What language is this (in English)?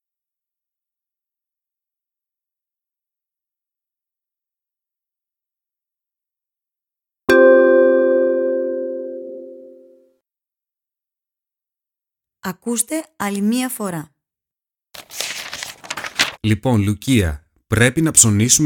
Greek